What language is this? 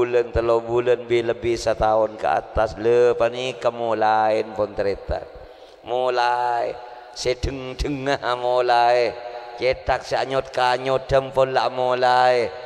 Madurese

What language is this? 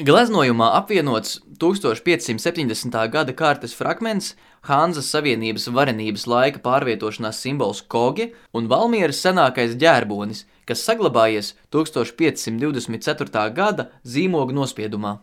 Latvian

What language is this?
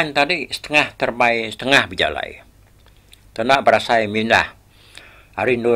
Iban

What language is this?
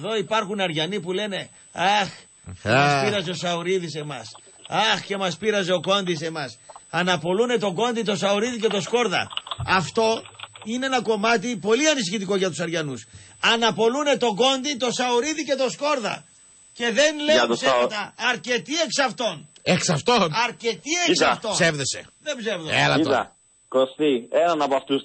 Greek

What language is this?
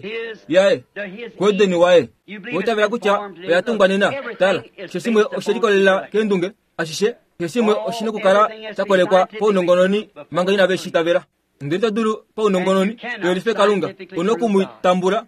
Kuanyama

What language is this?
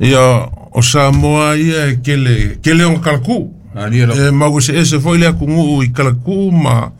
Samoan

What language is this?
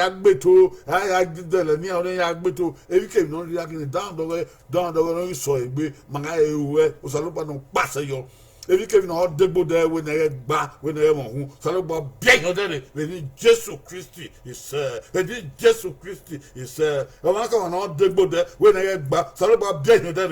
Bini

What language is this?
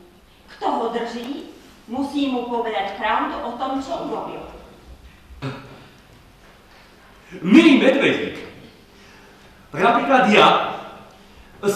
Slovak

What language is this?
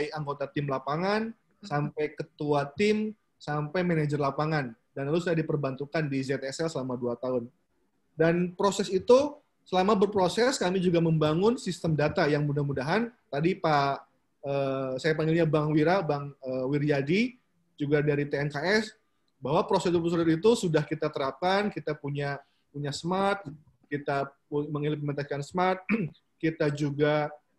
Indonesian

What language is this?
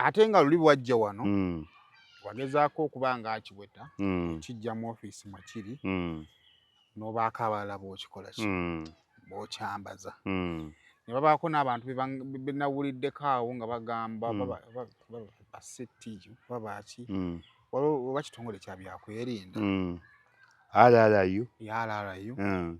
Ganda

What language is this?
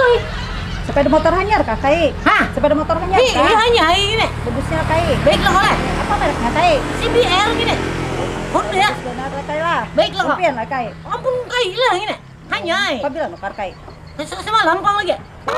Banjar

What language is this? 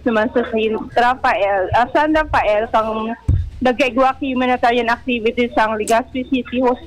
Bikol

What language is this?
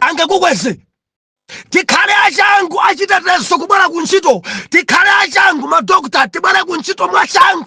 Nyanja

